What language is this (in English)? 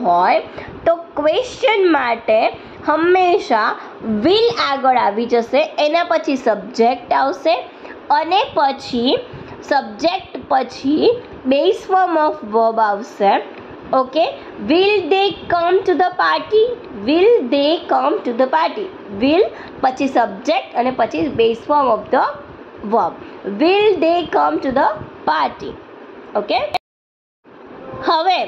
Gujarati